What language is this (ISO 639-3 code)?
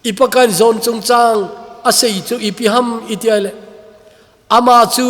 tcz